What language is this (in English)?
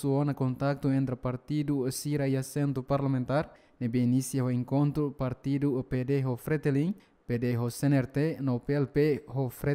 Tetum